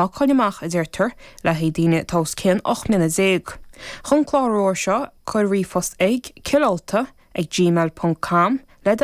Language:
Irish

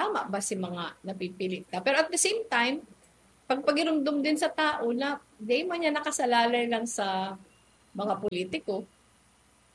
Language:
Bikol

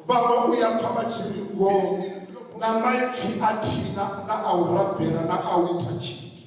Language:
Venda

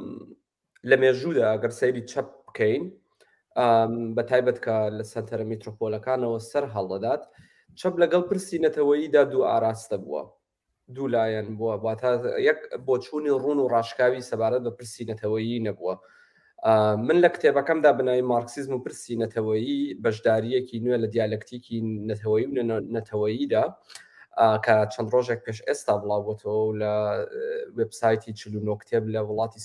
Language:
Central Kurdish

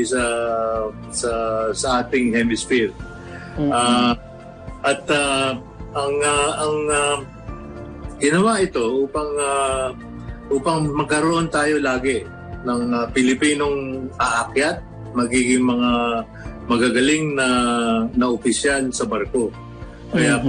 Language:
Filipino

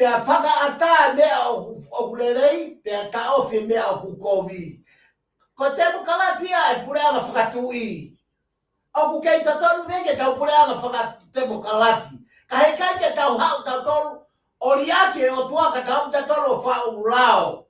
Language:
Tongan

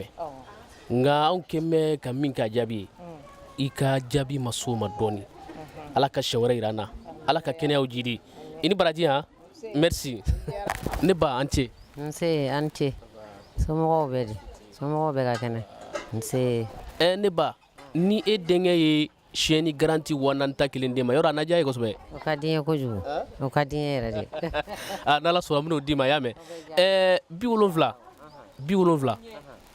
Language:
Bambara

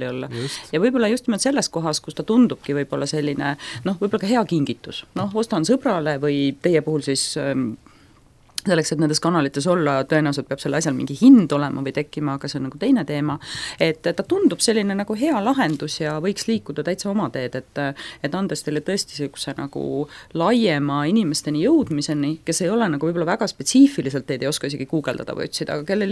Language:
Estonian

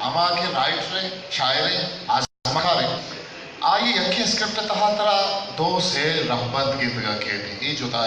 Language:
Eastern Balochi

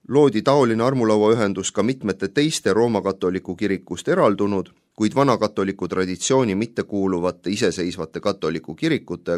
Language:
Estonian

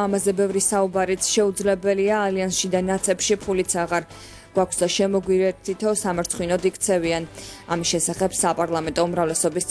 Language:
Georgian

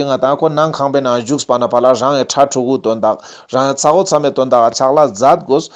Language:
Ladakhi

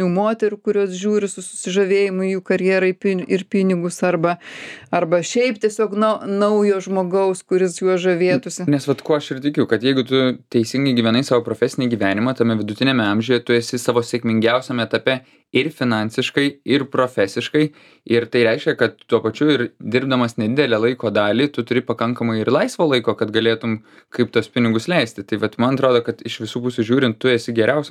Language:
Lithuanian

